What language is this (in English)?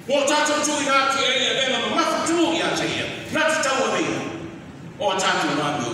Samoan